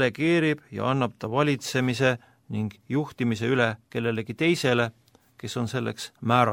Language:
Estonian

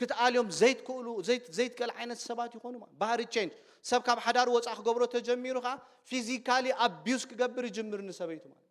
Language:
Tigrinya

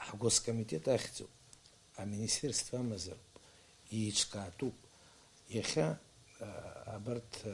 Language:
Abkhazian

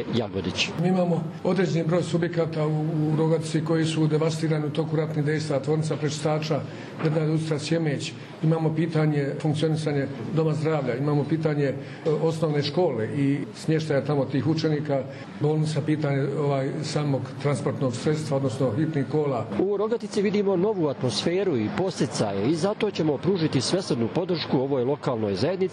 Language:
Croatian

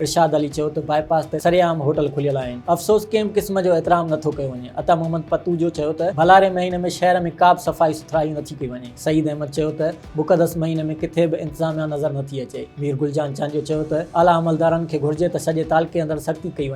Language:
Sindhi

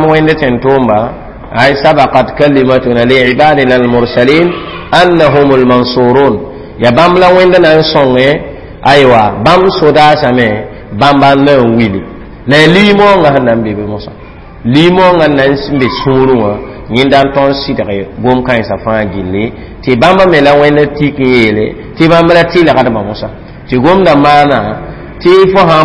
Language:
Mossi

